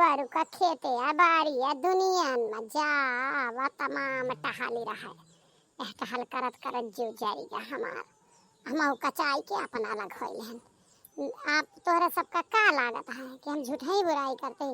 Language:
Awadhi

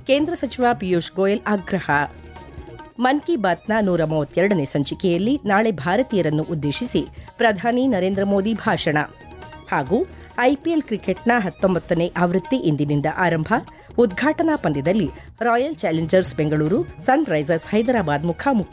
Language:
Kannada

